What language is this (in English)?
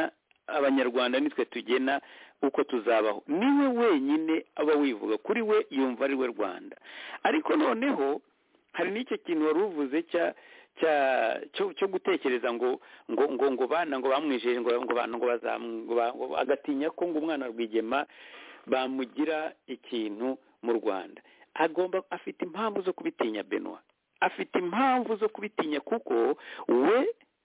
Kinyarwanda